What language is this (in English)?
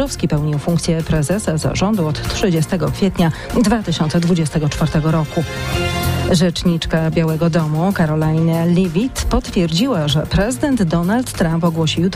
Polish